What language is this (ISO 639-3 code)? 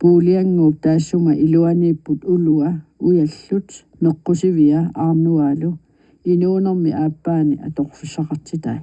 kal